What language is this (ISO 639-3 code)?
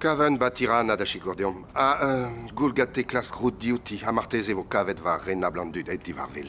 bre